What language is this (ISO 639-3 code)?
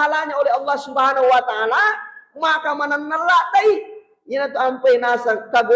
bug